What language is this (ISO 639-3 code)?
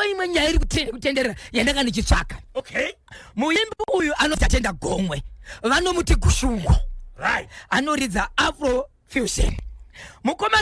sna